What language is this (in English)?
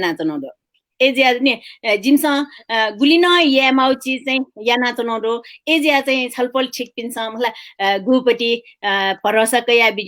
Newari